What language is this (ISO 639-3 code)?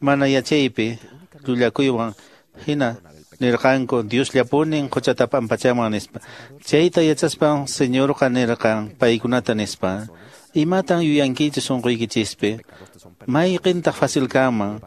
que